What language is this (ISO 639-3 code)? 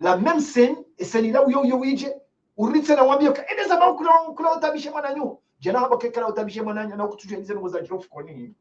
zdj